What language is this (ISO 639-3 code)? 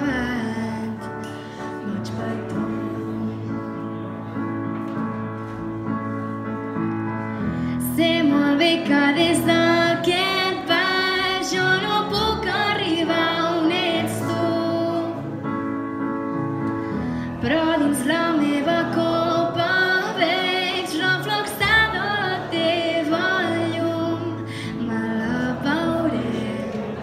cat